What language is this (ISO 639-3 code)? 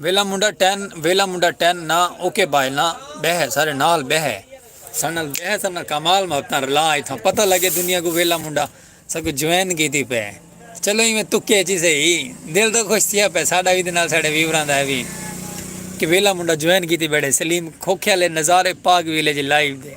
skr